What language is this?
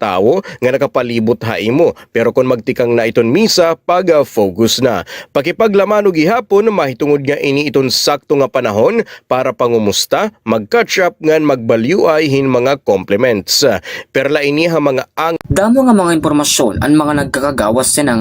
Waray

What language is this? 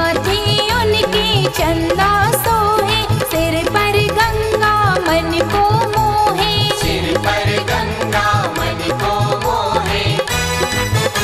Chhattisgarhi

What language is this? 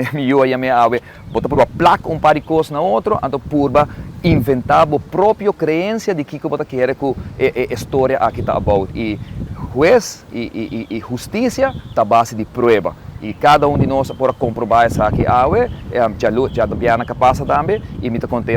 Papiamento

